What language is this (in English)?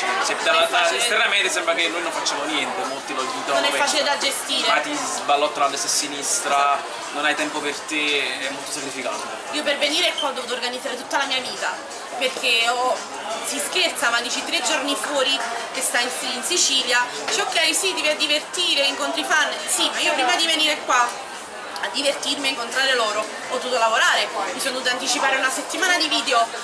Italian